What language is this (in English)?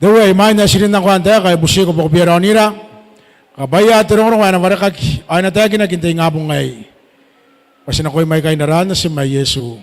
Gilbertese